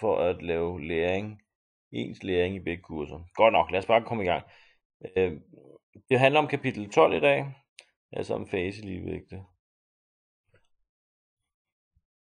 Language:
Danish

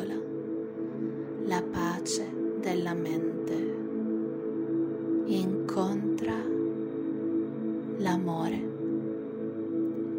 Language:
Italian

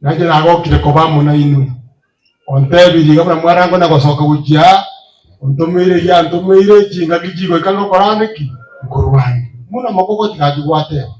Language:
Gusii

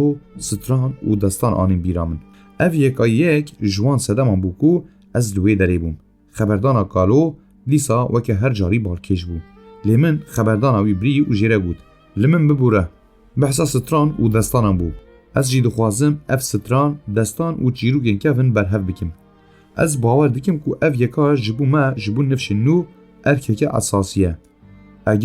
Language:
Kurdish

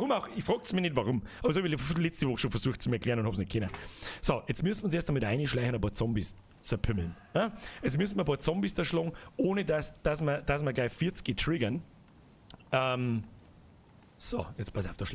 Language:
Bavarian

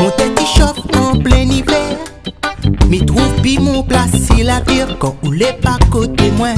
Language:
Réunion Creole French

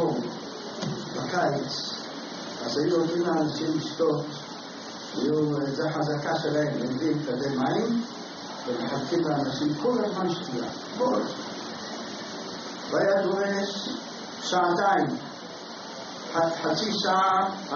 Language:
Hebrew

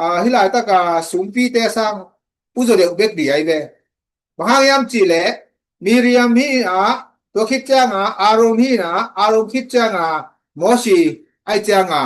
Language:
Tedim Chin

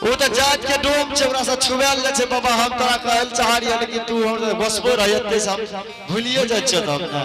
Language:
Angika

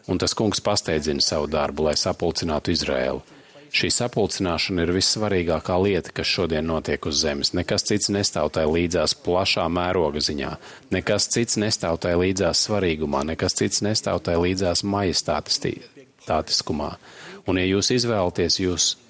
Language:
Latvian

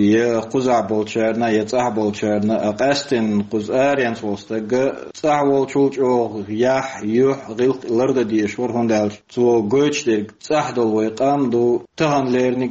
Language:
Chechen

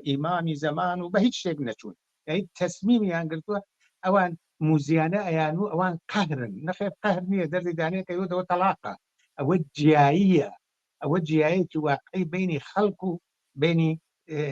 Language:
Central Kurdish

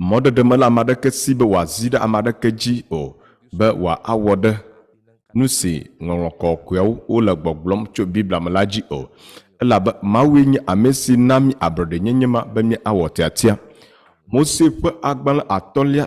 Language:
Ewe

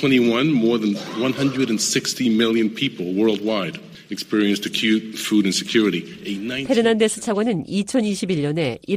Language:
Korean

